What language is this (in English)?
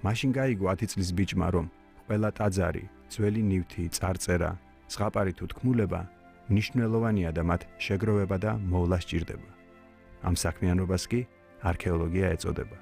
Georgian